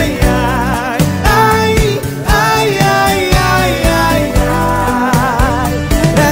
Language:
Portuguese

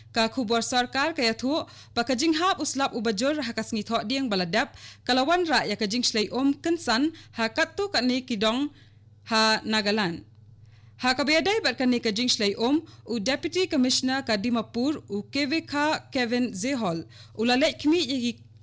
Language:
Khasi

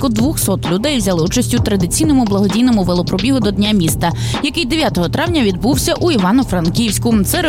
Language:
Ukrainian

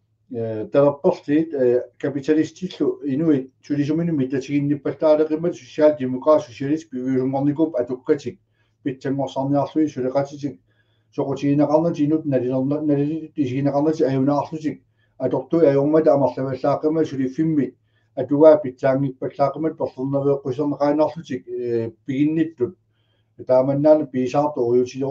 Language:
Kalaallisut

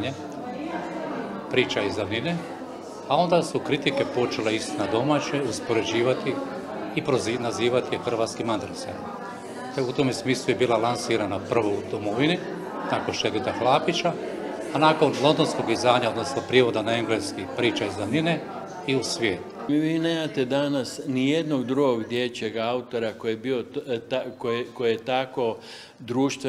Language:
Croatian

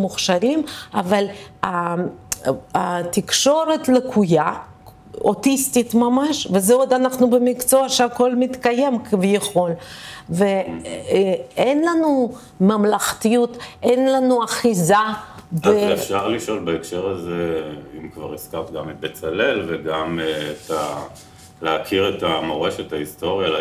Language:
Hebrew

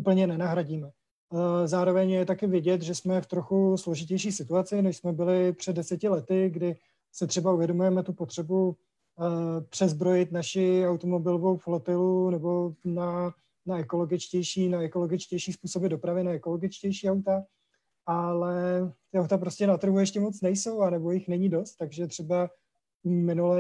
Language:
Czech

